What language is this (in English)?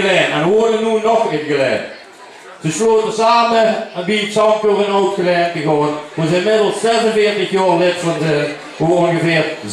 Limburgish